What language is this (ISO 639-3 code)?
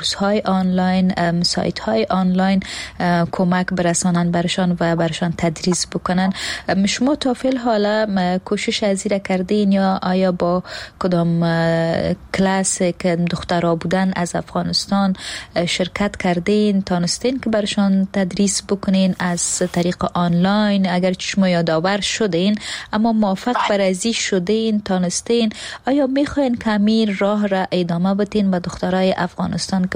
fas